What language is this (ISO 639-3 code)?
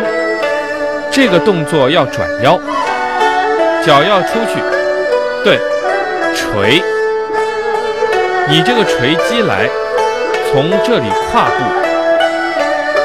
zho